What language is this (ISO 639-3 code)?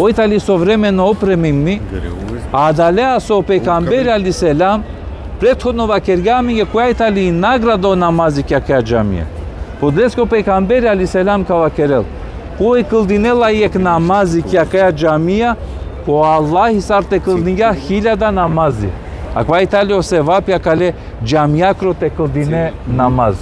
rmn